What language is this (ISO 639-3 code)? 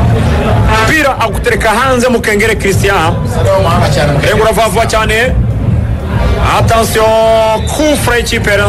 kin